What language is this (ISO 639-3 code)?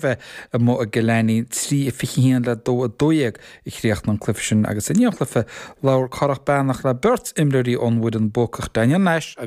gle